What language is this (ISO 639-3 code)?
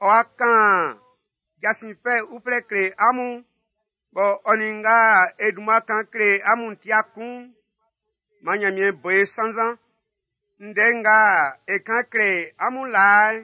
bci